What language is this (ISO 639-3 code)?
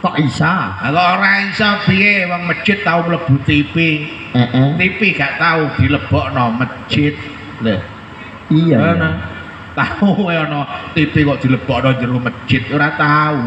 jav